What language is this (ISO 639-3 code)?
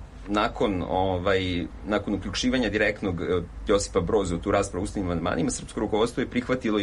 srp